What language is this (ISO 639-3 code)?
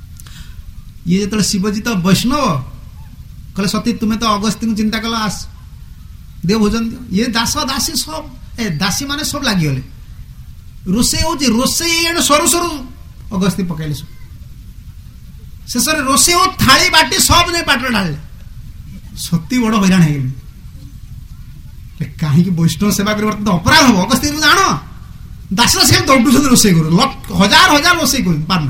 ori